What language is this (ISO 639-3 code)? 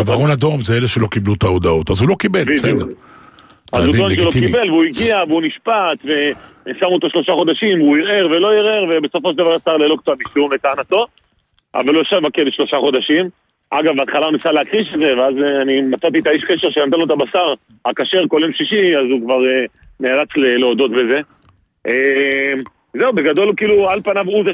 heb